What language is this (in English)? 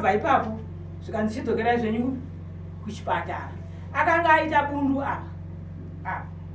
Shona